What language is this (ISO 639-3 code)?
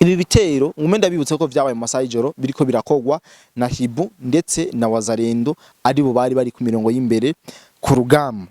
run